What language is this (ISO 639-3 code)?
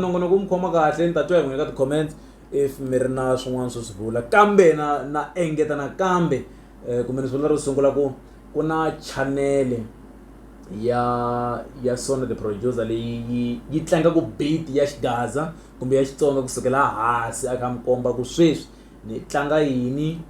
tso